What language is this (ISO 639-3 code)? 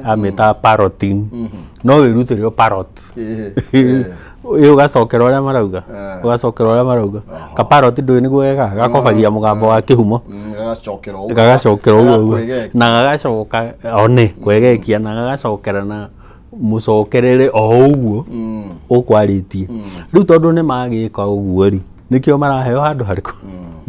kik